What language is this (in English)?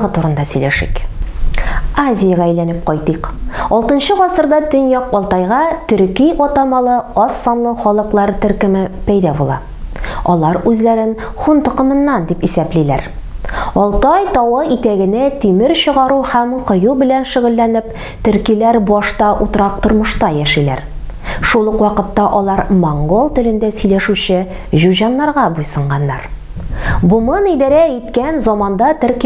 Tatar